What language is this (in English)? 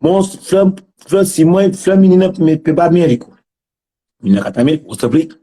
Kabuverdianu